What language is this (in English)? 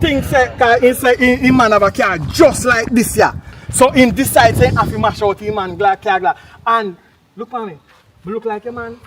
Jamaican Creole English